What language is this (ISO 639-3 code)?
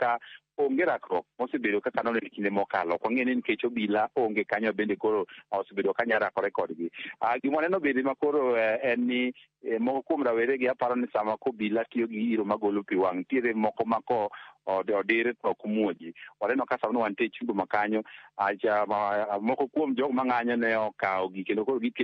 luo